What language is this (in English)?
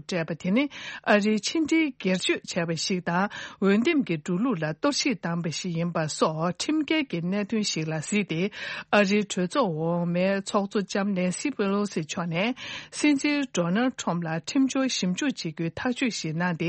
Tibetan